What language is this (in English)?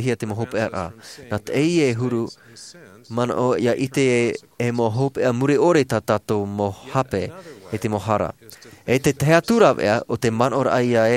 Tahitian